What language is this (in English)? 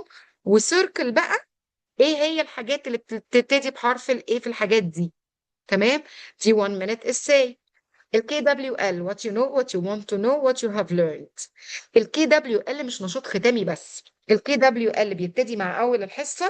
Egyptian Arabic